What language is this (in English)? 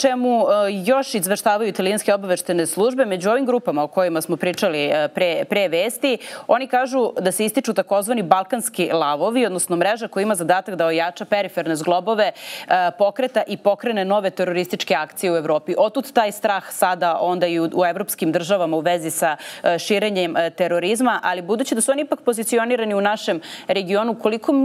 Serbian